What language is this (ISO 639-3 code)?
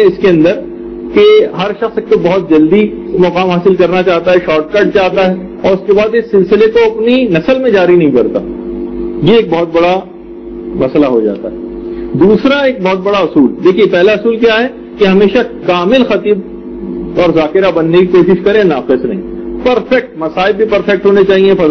urd